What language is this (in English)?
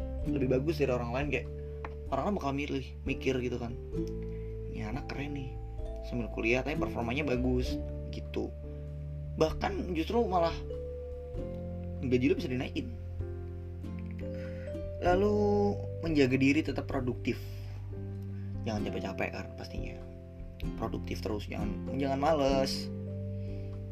Indonesian